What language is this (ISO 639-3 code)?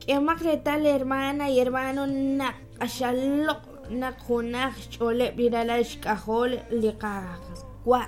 kek